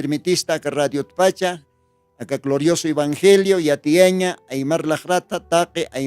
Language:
Aymara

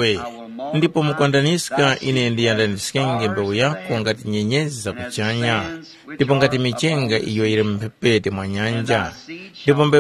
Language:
Tumbuka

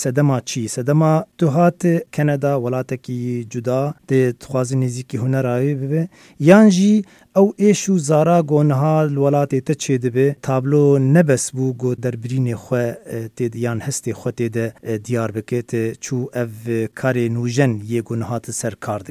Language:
Kurdish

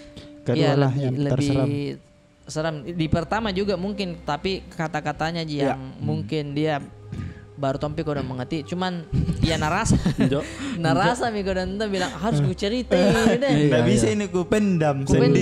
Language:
Makassar Malay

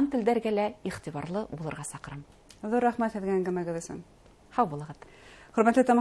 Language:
Bashkir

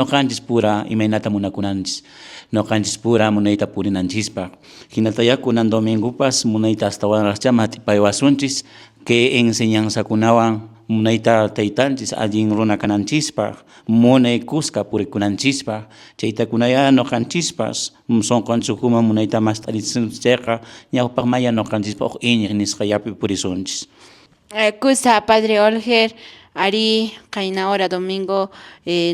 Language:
Quechua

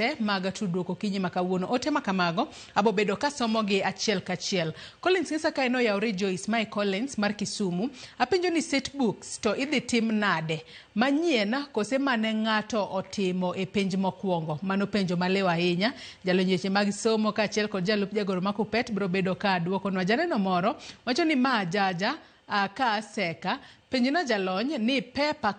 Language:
Luo (Kenya and Tanzania)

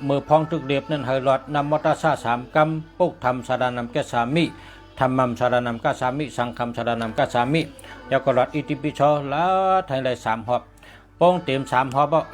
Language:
Shan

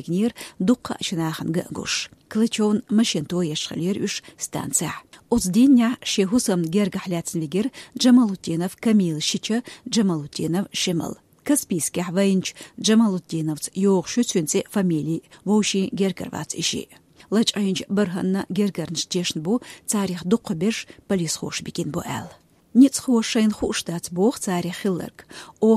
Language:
Chechen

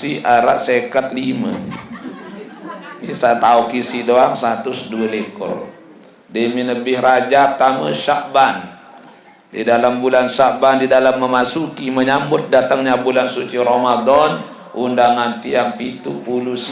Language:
Sasak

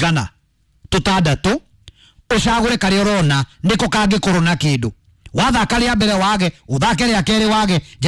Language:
Kikuyu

